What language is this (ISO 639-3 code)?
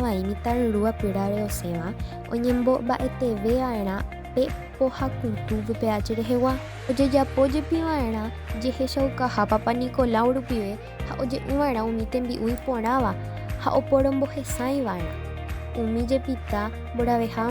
grn